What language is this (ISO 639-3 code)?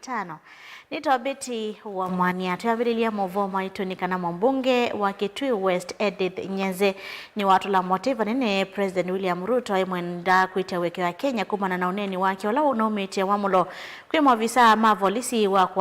kam